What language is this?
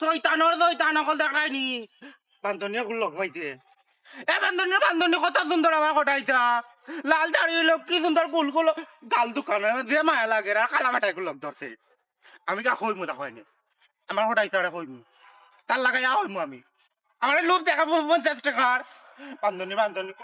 Sylheti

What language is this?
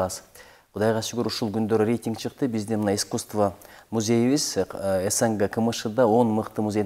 Kyrgyz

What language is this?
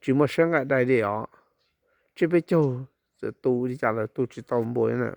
Hmong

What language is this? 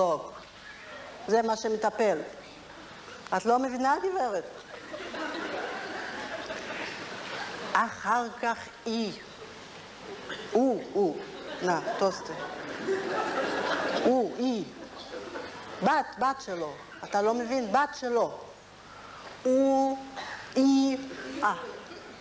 Hebrew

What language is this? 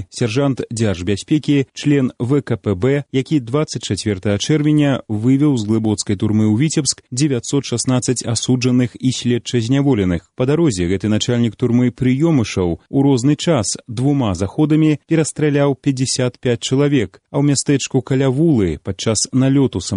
Belarusian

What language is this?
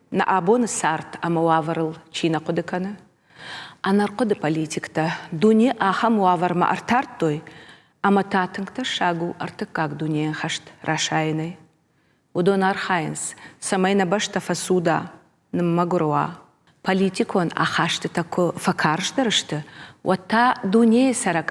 Ossetic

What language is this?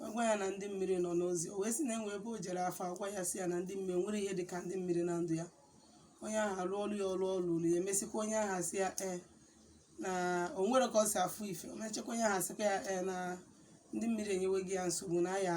Igbo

